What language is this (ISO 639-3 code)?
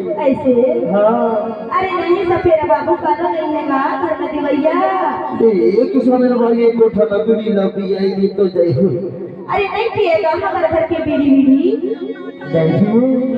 hne